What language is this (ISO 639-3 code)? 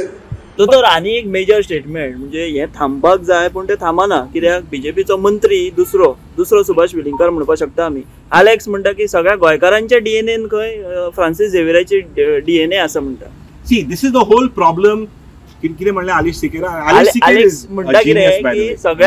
kok